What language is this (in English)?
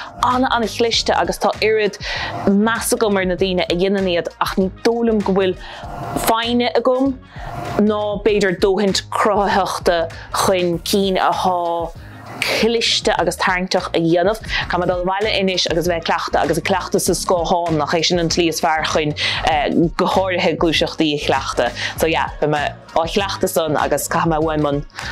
Irish